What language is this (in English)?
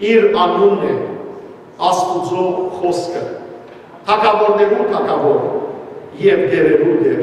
Western Armenian